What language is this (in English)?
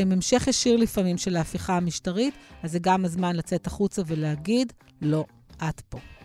Hebrew